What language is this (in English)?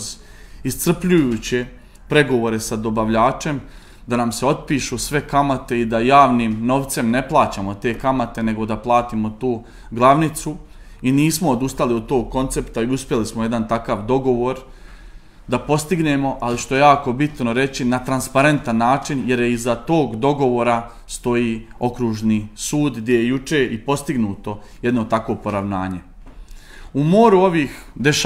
Serbian